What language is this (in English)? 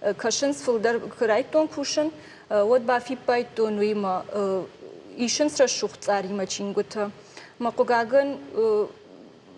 Ossetic